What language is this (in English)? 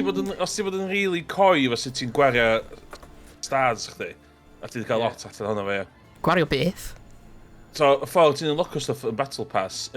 Welsh